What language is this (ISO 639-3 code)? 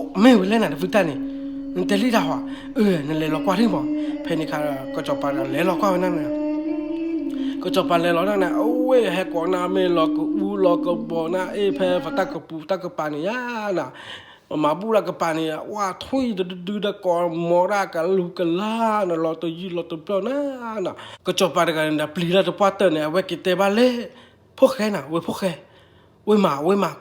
ksw